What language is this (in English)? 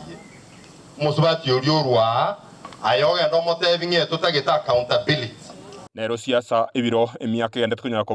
Gusii